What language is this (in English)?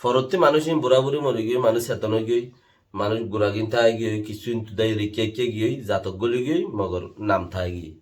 Rohingya